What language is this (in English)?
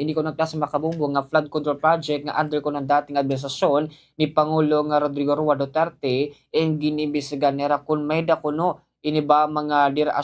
Waray